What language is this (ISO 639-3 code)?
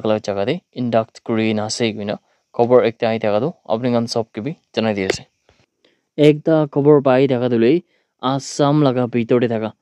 nag